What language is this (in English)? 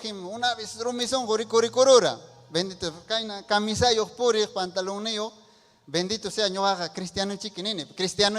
Ayacucho Quechua